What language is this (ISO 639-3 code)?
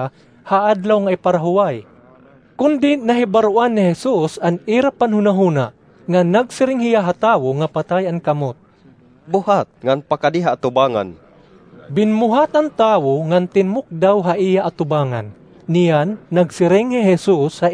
war